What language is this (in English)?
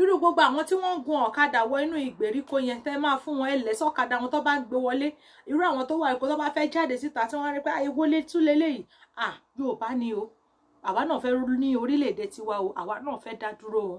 Yoruba